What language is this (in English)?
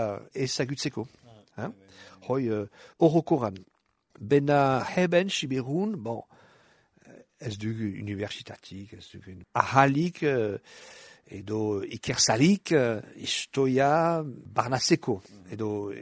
Basque